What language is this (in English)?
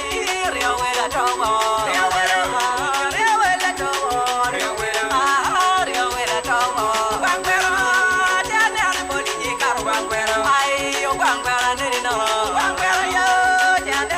Acoli